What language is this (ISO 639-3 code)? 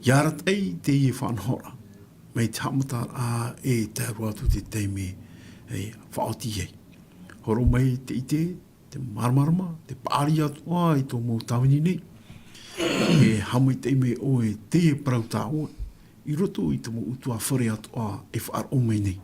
tah